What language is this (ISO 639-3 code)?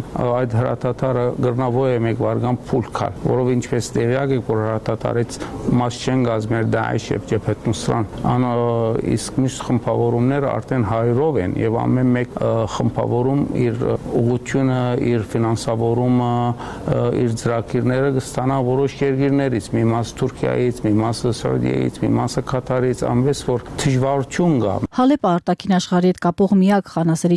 hye